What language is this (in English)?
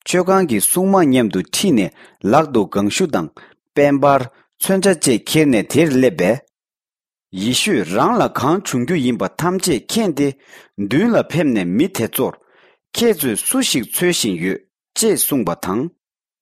Tibetan